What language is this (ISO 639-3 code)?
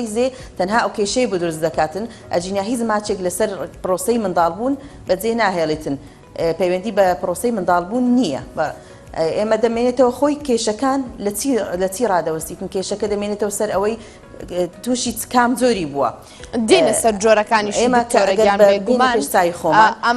ckb